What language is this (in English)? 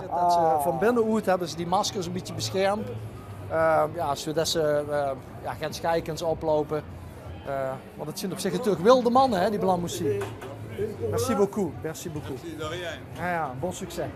Limburgish